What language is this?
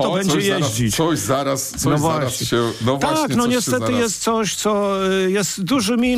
Polish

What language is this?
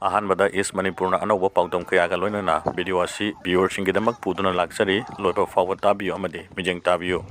Manipuri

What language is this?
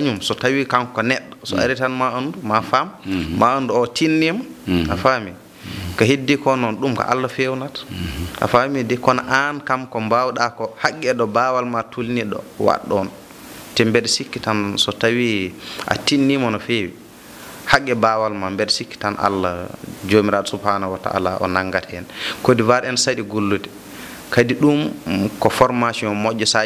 Fula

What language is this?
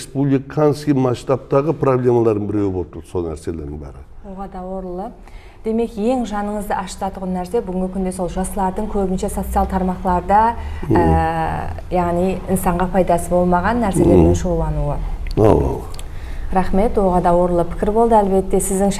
Kara-Kalpak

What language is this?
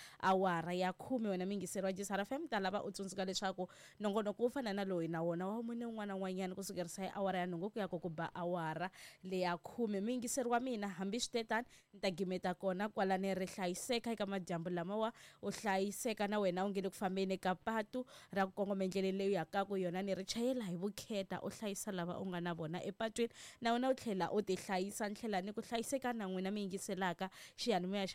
Tsonga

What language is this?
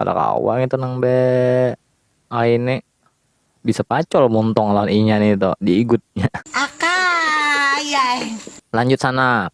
Banjar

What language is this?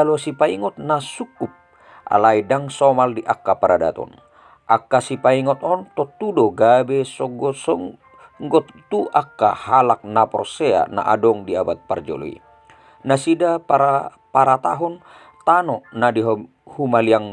Batak Toba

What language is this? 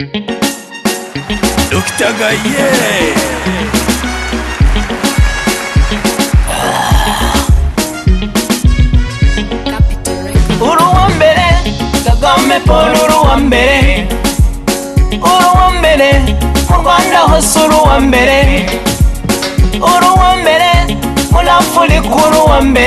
Kinyarwanda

